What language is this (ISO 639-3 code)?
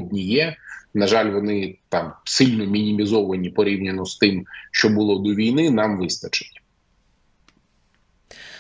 ukr